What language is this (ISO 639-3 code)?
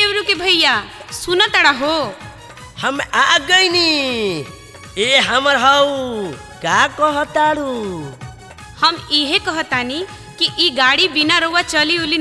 bho